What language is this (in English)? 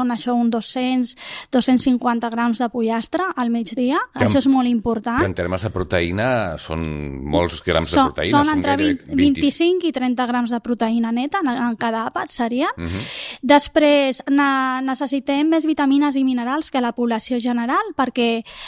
Catalan